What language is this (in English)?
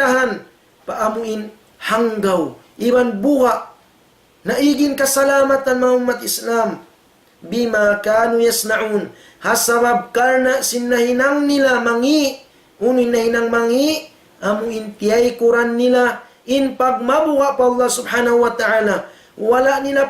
Tausug